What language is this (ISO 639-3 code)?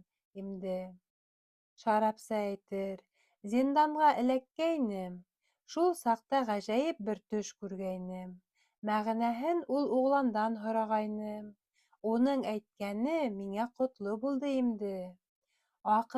bak